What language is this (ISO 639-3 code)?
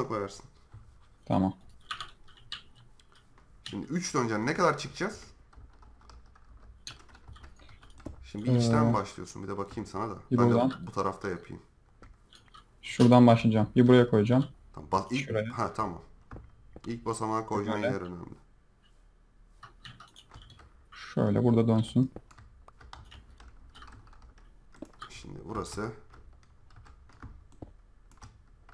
tur